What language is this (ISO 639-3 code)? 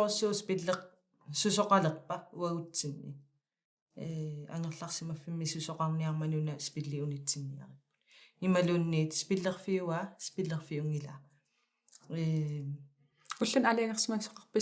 kal